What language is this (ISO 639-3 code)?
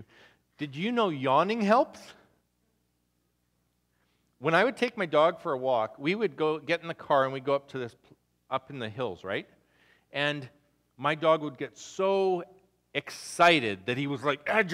eng